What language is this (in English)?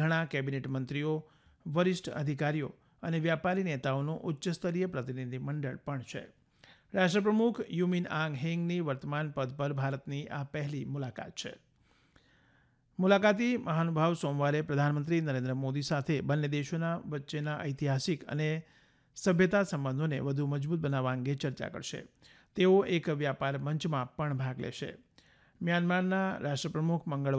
Gujarati